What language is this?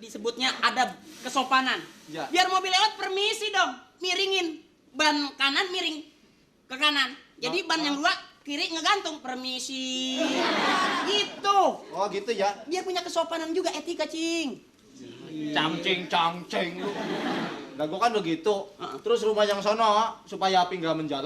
Betawi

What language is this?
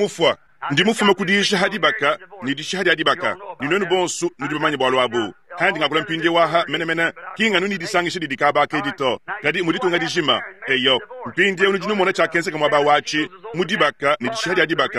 Luba-Lulua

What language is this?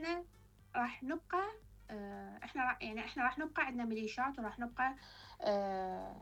Mesopotamian Arabic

